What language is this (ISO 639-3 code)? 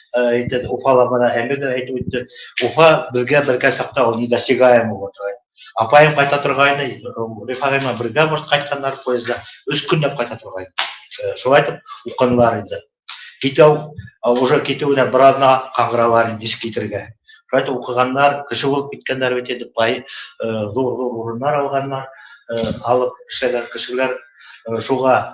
bak